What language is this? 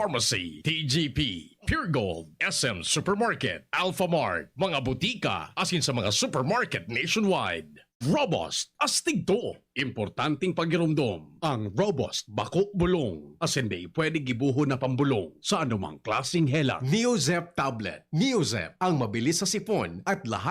Bikol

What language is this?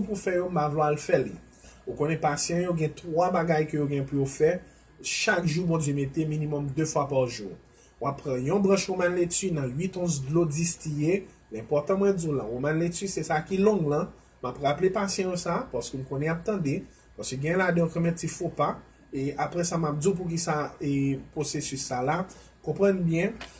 Haitian Creole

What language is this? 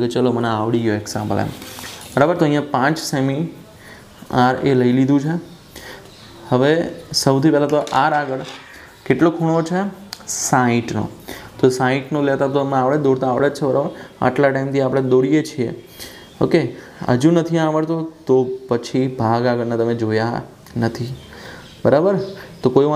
Gujarati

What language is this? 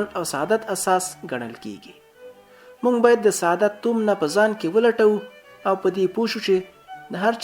Pashto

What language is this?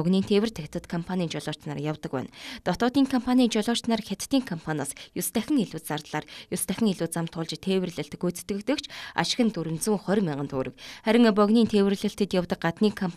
Mongolian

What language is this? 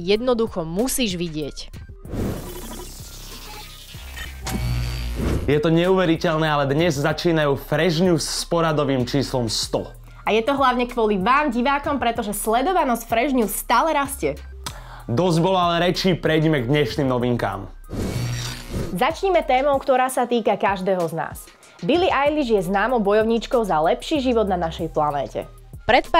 Slovak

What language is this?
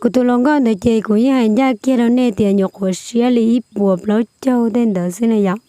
Hmong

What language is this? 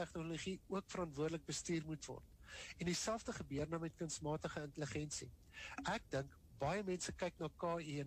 Afrikaans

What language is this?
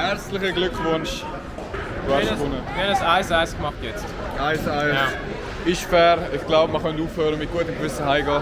Swiss German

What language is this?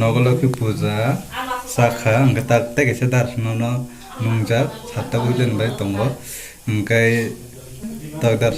Kok Borok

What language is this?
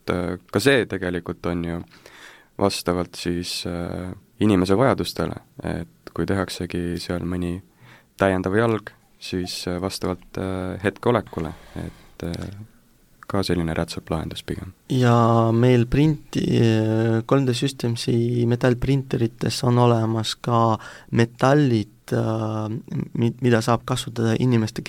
Estonian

